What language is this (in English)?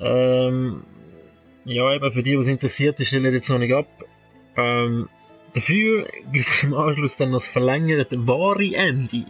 Swiss German